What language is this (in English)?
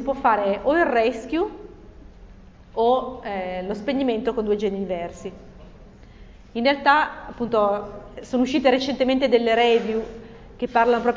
Italian